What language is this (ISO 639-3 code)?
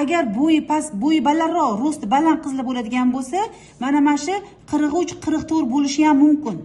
uzb